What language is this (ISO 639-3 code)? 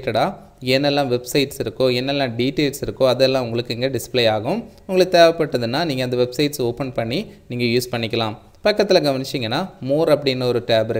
tam